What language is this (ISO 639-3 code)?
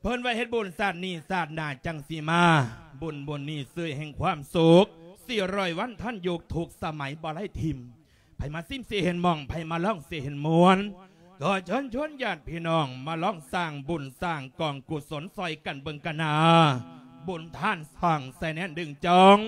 lao